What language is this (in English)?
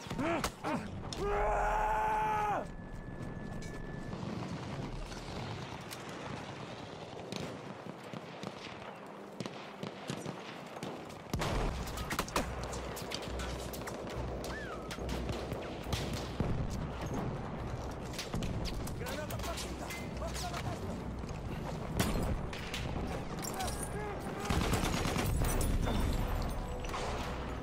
Italian